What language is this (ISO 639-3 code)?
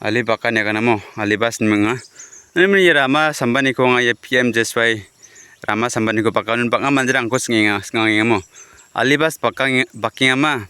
grt